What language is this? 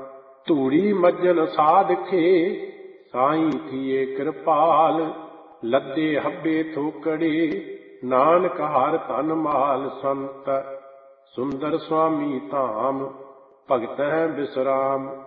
Punjabi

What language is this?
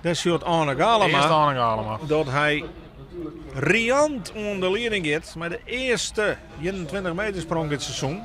Western Frisian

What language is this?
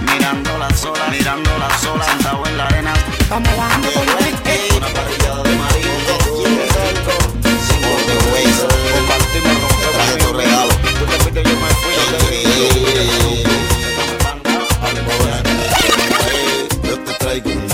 Spanish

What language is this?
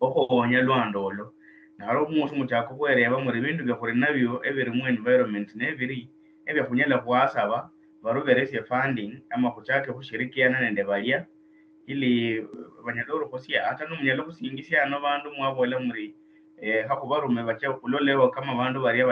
Luyia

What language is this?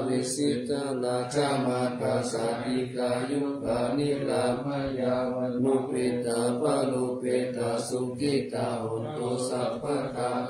Pali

